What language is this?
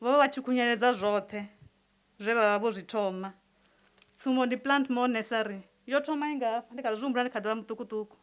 Venda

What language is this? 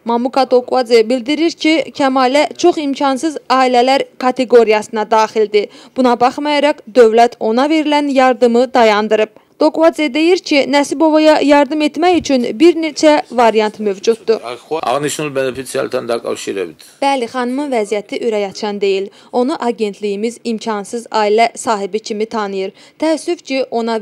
Azerbaijani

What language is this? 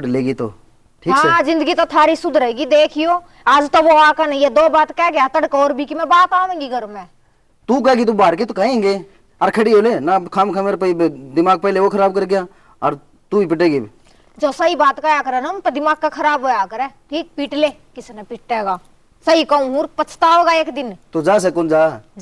Haryanvi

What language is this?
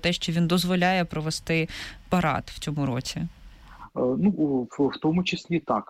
Ukrainian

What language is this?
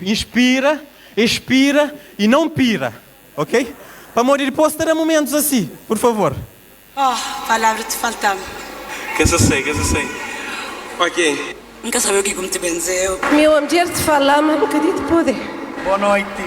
Kabuverdianu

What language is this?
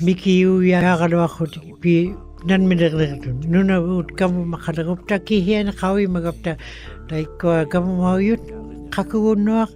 Western Canadian Inuktitut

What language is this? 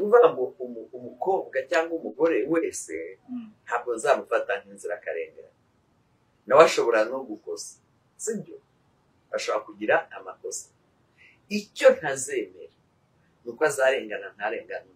Kinyarwanda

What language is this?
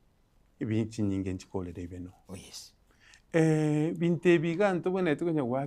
Gusii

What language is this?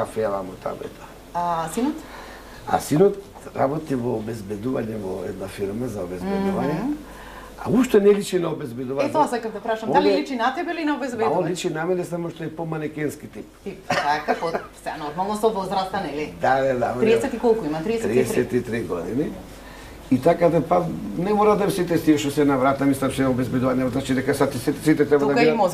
Macedonian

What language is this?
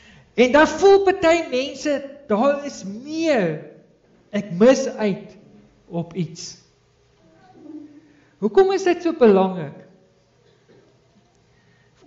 Afrikaans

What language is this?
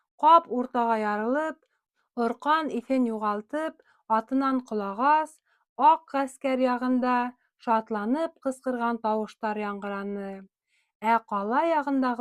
Bashkir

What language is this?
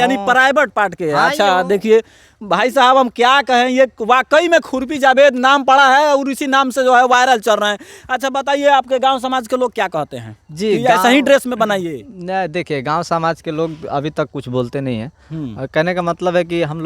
Bhojpuri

